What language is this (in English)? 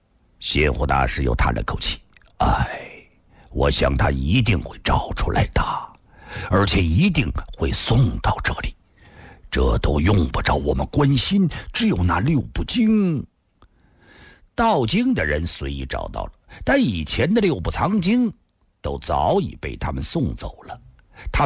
Chinese